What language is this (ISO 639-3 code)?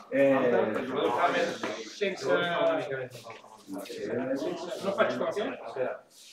cat